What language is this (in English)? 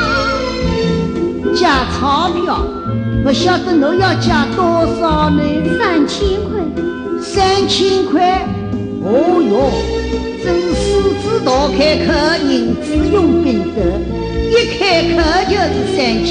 Wu Chinese